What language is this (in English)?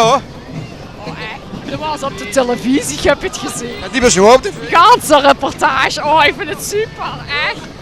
Limburgish